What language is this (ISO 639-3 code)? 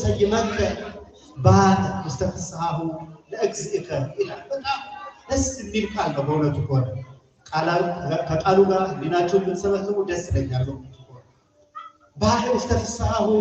amh